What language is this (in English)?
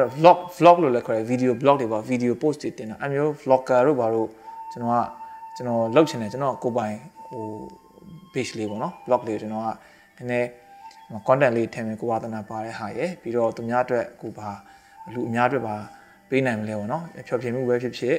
Burmese